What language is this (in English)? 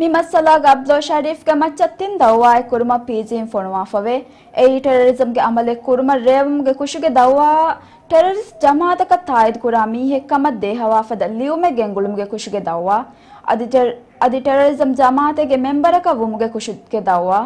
Divehi